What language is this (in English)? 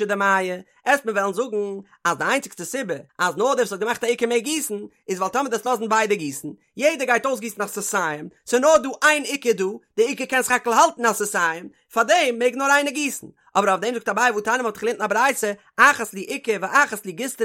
Yiddish